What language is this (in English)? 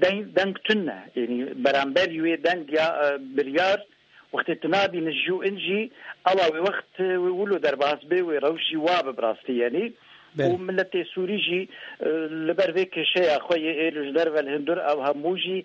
Kurdish